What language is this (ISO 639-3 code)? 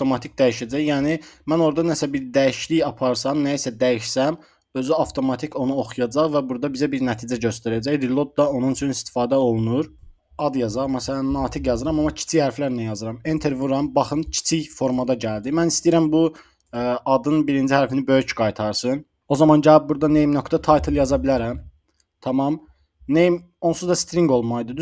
aze